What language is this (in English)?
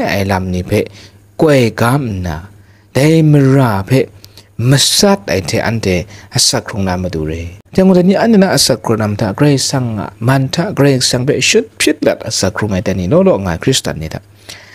Kachin